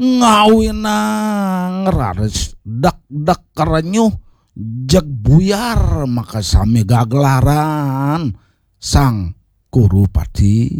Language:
Balinese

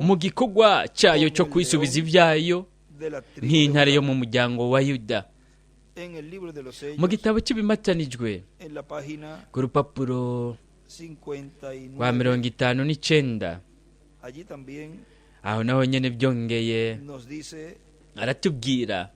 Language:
Rundi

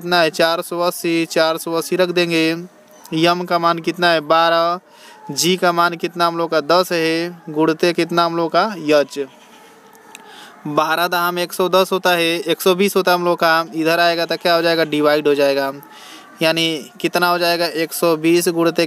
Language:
Hindi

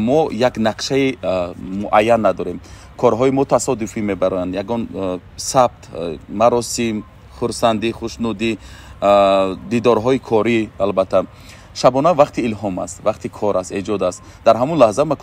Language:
Tajik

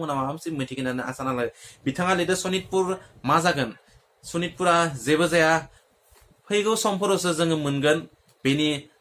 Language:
Bodo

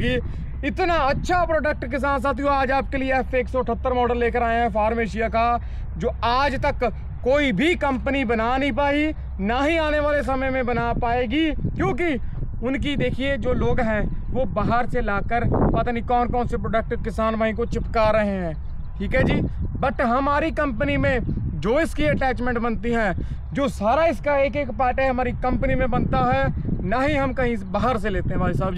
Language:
Hindi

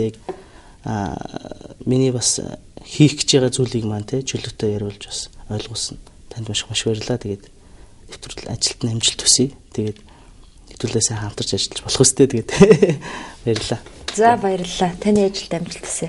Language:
Mongolian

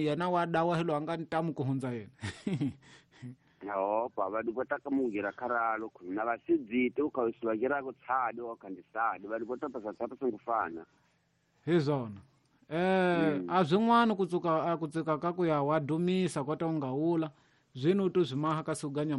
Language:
Tsonga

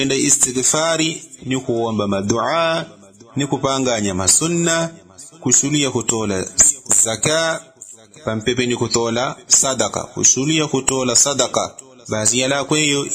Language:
Yao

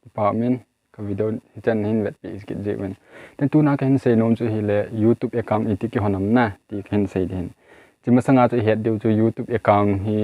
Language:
Thado Chin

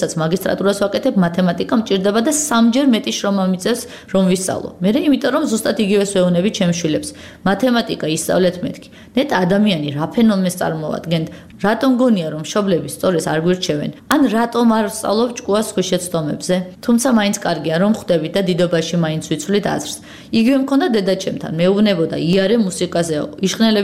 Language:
Georgian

